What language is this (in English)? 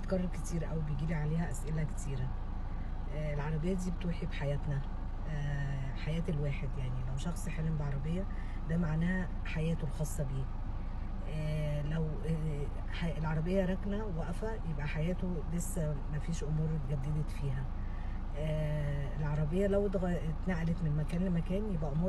Egyptian Arabic